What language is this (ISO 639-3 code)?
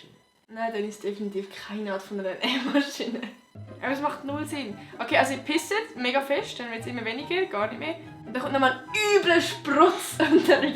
gsw